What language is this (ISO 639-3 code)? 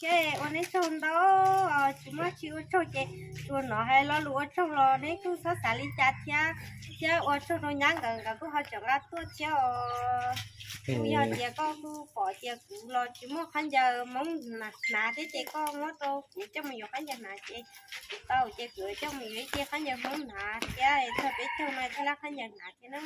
hmn